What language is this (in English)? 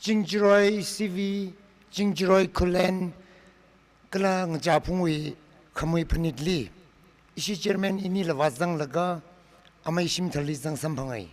Tangkhul Naga (India)